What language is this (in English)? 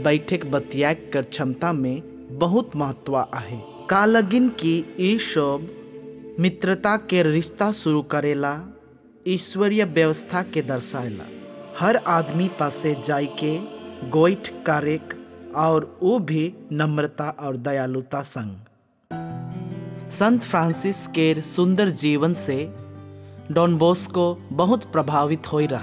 Sadri